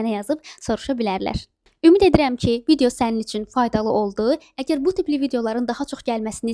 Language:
Azerbaijani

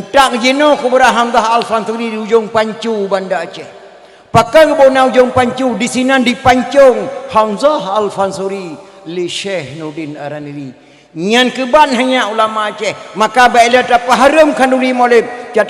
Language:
Achinese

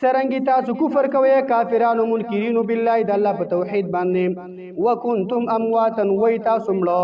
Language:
Pashto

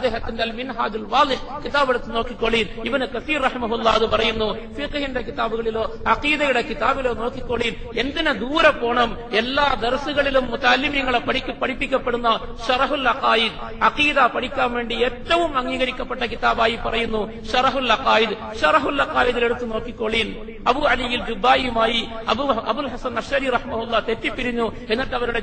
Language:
Malayalam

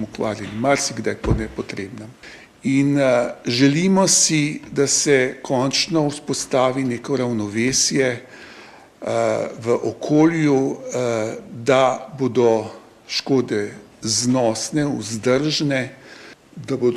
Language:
Slovenian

